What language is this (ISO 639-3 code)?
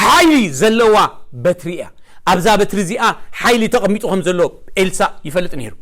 tir